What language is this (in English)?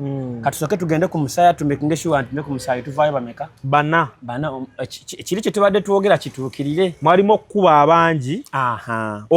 Ganda